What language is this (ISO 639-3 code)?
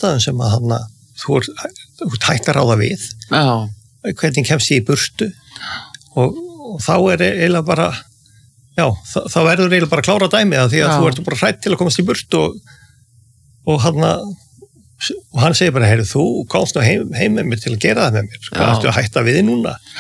isl